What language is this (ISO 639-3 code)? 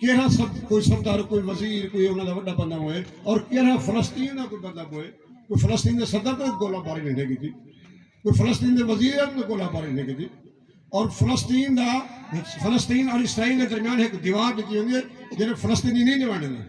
skr